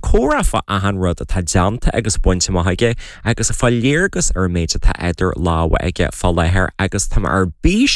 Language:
Irish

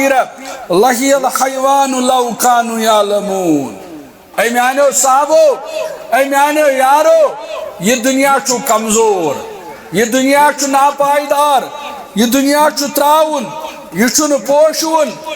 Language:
Kashmiri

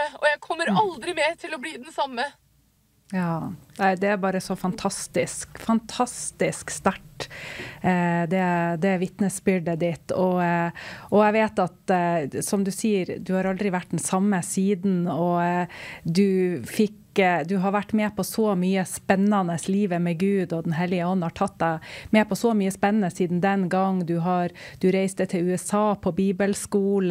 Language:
Norwegian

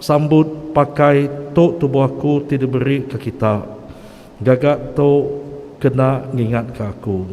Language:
Iban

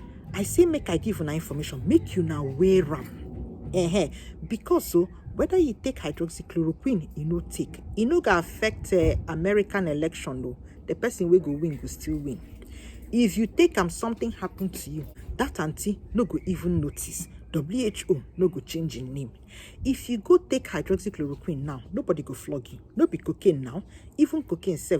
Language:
Nigerian Pidgin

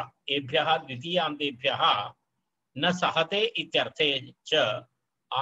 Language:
Sanskrit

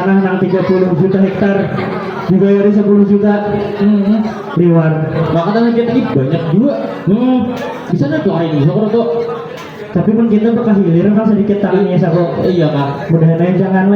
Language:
Banjar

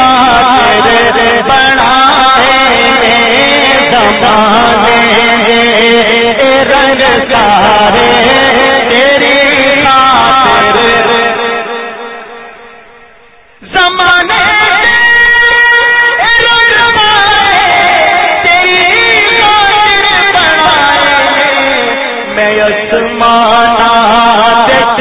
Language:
Urdu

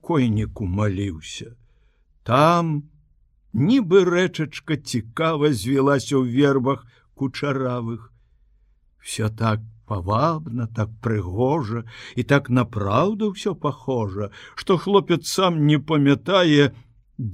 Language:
Belarusian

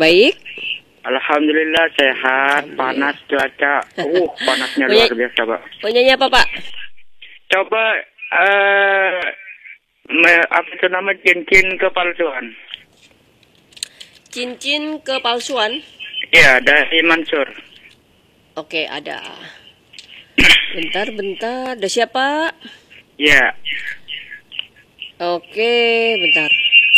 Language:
Indonesian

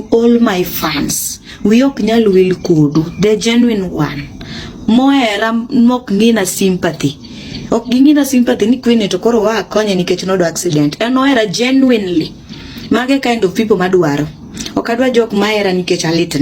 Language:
Luo (Kenya and Tanzania)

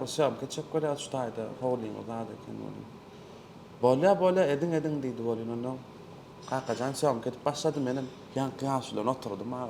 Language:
Turkmen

